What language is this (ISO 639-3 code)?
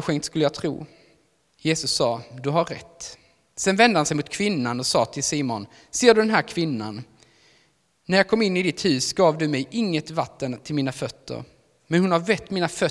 swe